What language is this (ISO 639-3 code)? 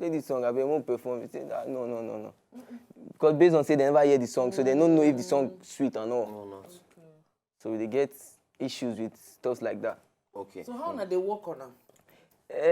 pcm